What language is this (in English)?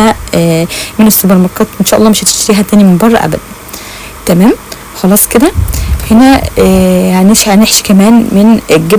Egyptian Arabic